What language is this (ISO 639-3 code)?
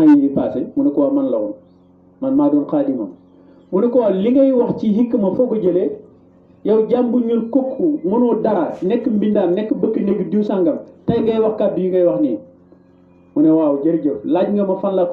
wol